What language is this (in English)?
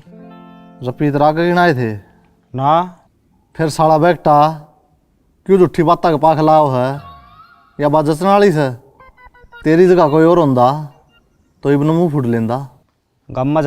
Haryanvi